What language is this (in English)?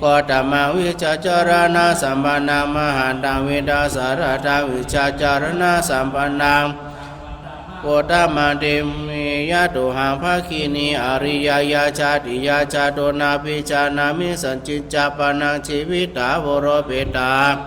Pali